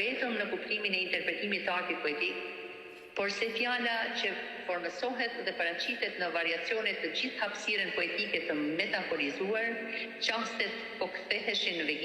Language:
Albanian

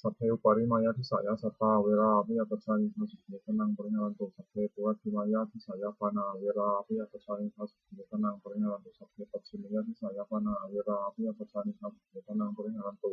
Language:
Pali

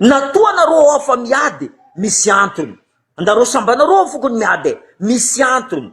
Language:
Malagasy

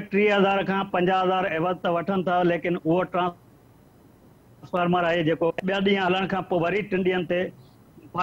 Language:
Sindhi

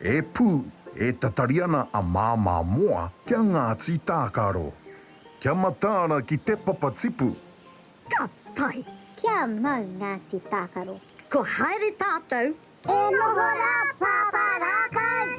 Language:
Māori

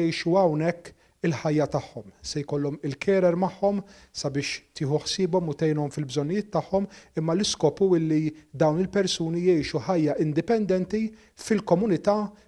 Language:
Maltese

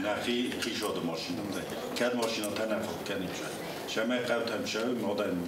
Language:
Ossetic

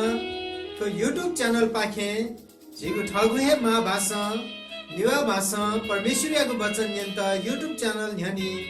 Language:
Newari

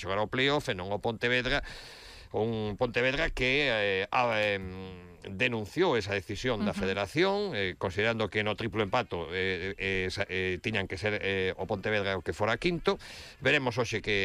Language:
Galician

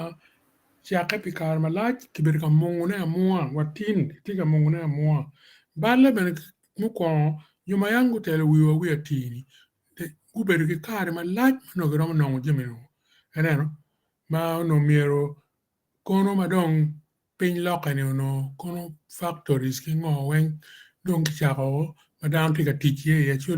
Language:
Acoli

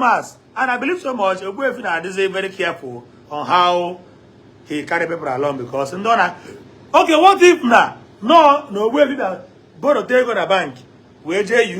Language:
Igbo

